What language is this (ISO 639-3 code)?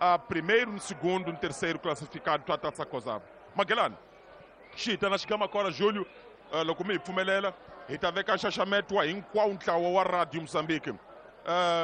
tso